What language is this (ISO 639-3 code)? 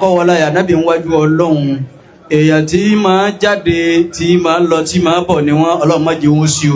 yor